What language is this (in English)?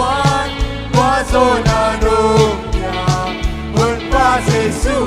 Tedim Chin